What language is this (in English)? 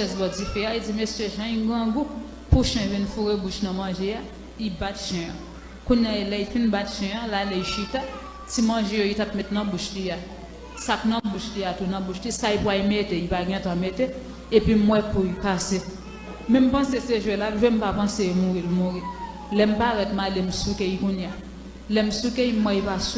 Haitian Creole